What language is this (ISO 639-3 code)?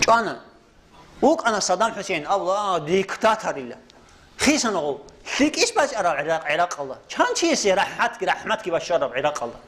ava